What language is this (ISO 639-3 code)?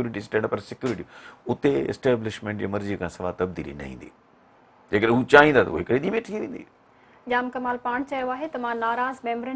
snd